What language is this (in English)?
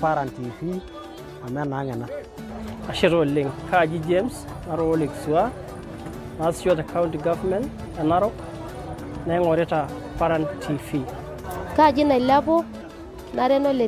Masai